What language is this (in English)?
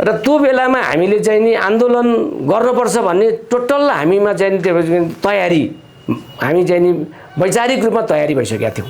Nepali